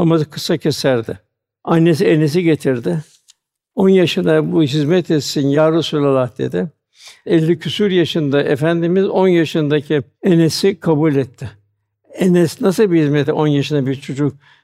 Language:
Turkish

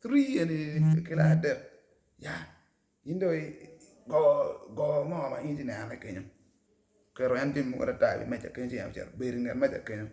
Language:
Acoli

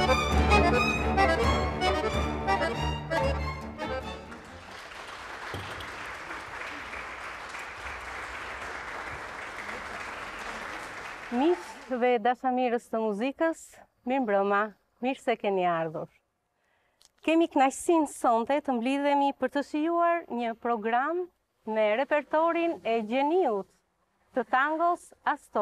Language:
Albanian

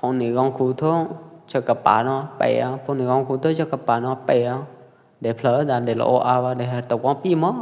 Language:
Pwo Eastern Karen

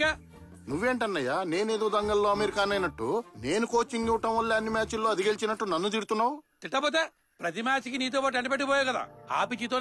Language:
Telugu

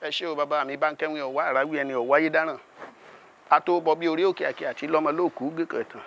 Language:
Yoruba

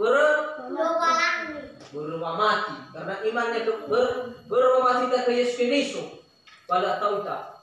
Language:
Nias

